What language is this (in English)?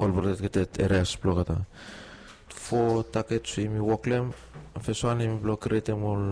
Bislama